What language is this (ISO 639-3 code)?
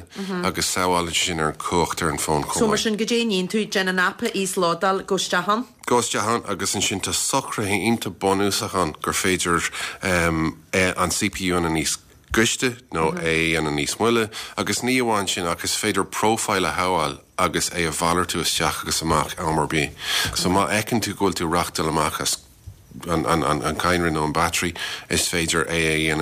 gle